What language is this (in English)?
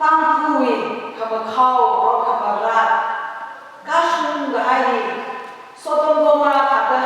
Tangkhul Naga (India)